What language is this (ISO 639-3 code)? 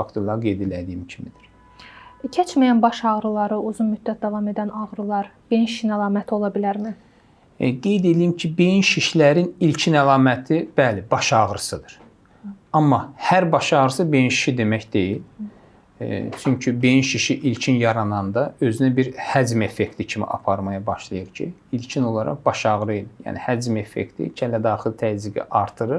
aze